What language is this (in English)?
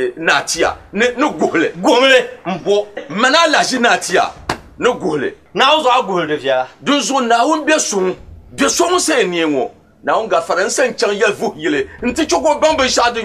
Dagbani